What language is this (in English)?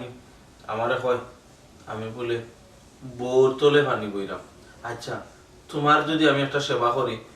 Sylheti